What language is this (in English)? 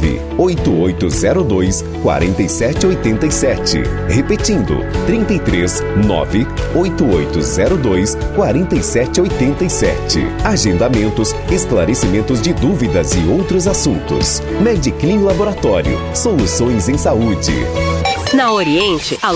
Portuguese